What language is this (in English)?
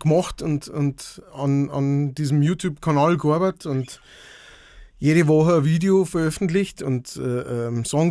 Bavarian